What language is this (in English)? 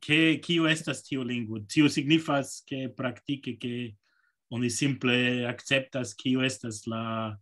Esperanto